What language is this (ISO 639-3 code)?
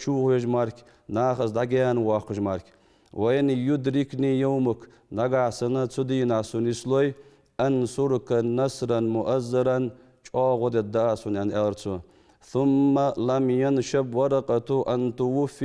inh